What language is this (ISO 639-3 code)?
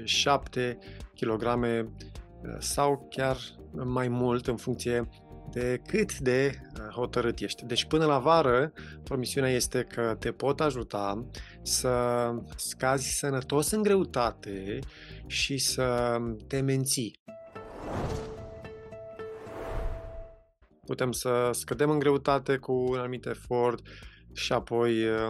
ron